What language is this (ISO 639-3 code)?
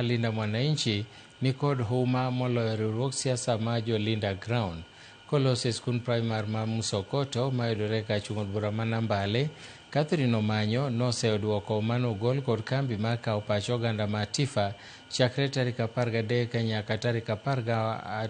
luo